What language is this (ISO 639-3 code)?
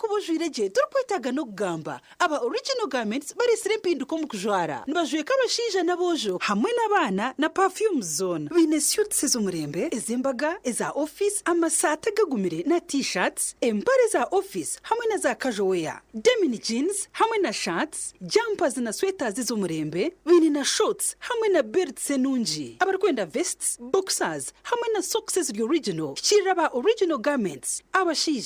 nyn